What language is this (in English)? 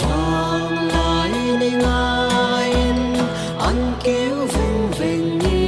Hmar